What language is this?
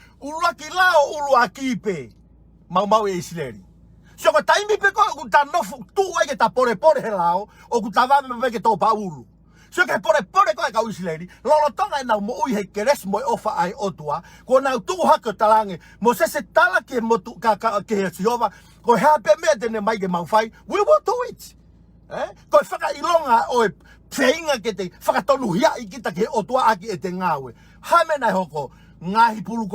Tongan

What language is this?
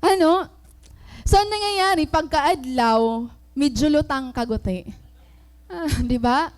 Waray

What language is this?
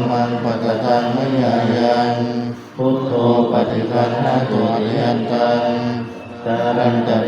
Pali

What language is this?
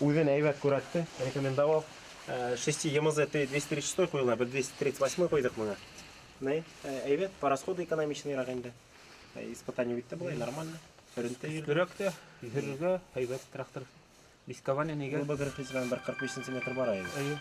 Bashkir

